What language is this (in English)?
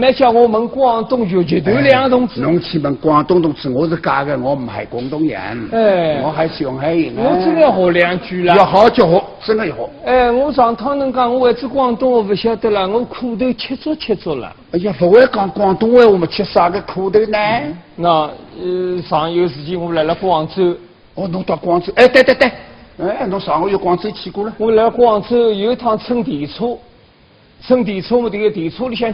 Wu Chinese